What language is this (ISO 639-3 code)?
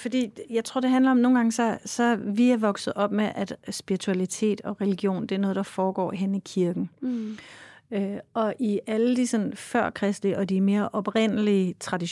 dan